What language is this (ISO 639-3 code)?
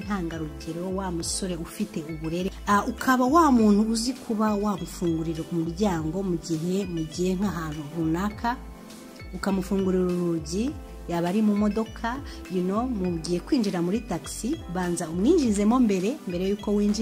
kin